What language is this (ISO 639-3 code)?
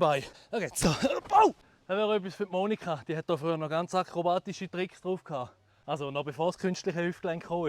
gsw